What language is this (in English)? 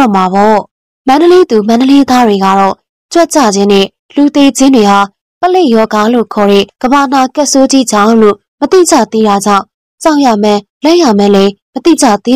Burmese